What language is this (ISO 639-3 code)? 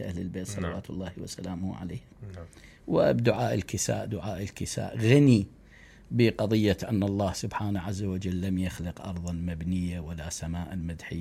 acm